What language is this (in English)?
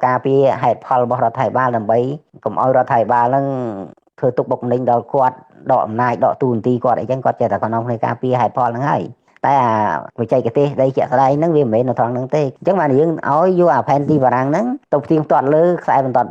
Khmer